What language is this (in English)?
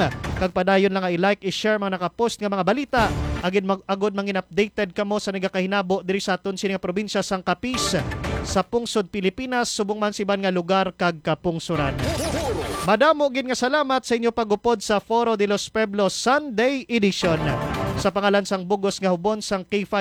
Hiligaynon